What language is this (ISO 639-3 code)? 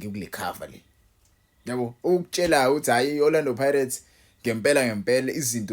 zul